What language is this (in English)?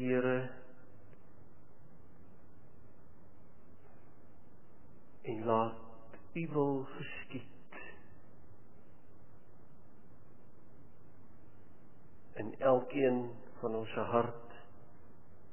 Afrikaans